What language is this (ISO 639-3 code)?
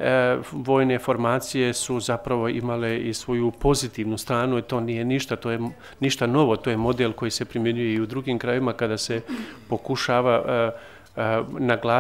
bos